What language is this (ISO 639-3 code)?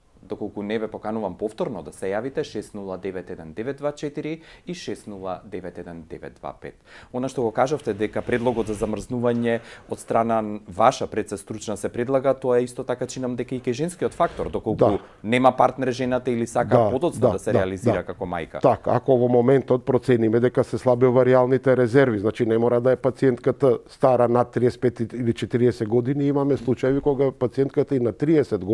mkd